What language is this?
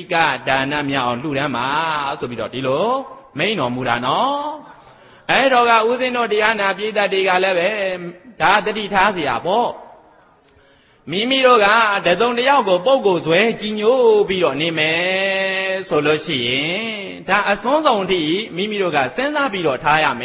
Burmese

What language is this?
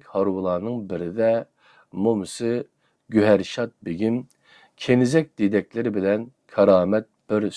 Uyghur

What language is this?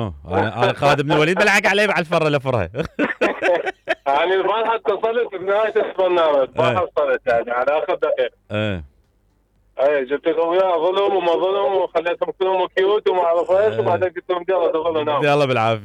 Mesopotamian Arabic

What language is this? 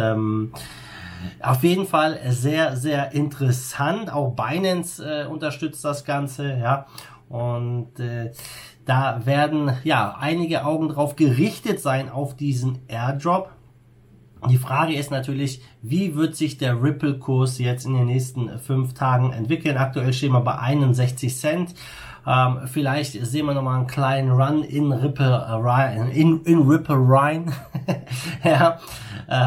German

